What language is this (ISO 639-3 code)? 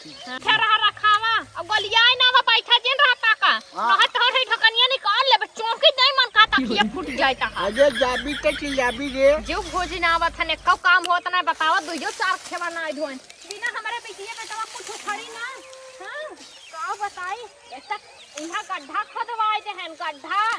awa